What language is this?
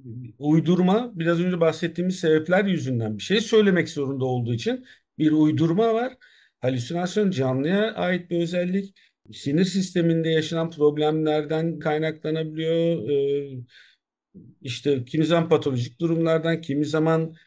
Turkish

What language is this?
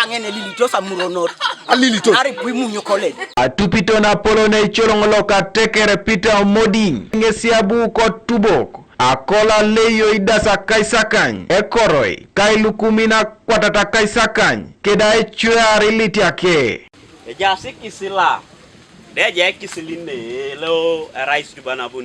Teso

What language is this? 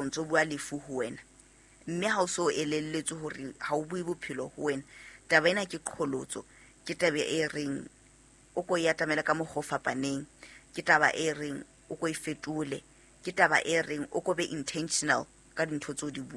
Southern Sotho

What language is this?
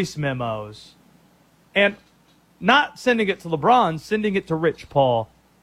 English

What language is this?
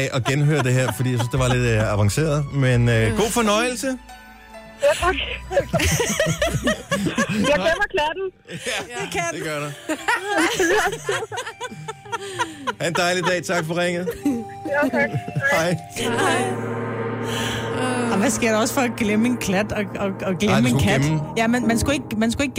Danish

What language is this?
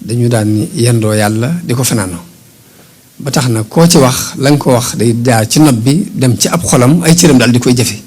Wolof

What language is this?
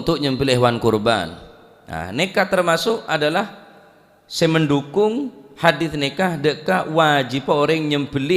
Madurese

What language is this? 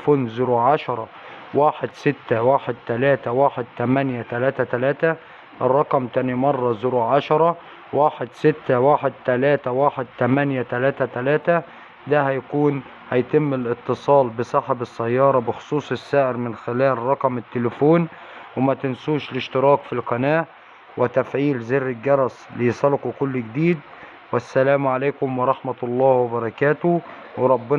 Egyptian Arabic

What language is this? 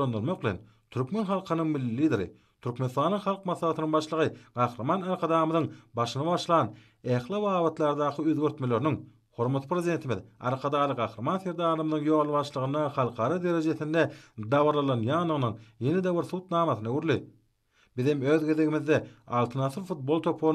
Turkmen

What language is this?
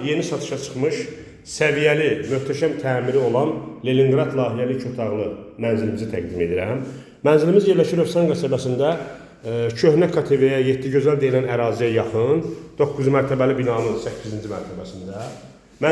Azerbaijani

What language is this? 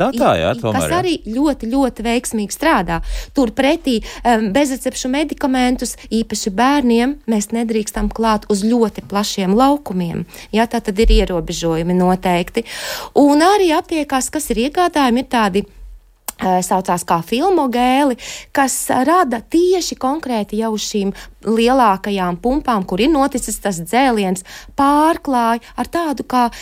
Latvian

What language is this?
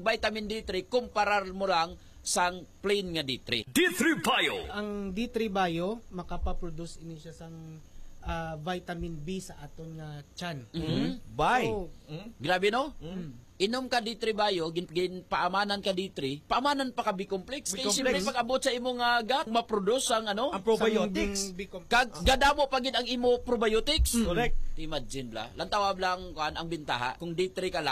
Hiligaynon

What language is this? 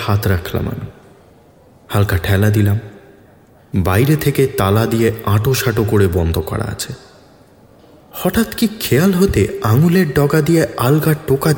Bangla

